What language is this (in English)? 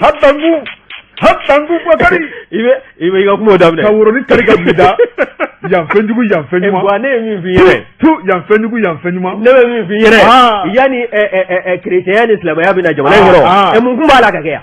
Bambara